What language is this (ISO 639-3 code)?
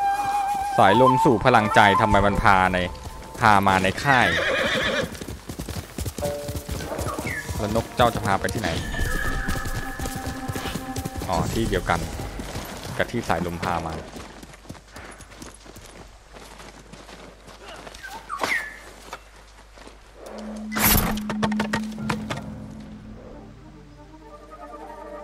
tha